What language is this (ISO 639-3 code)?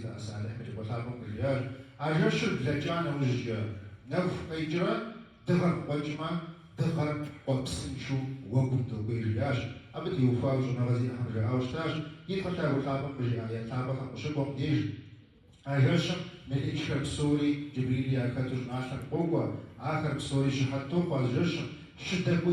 kbd